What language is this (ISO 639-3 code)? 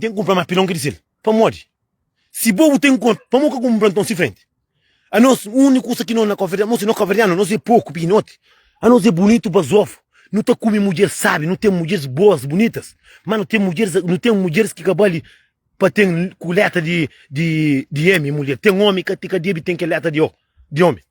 kea